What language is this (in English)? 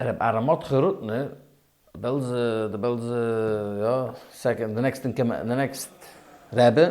Yiddish